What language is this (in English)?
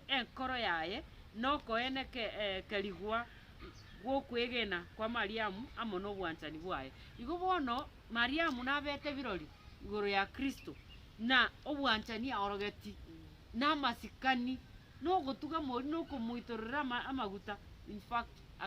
Gusii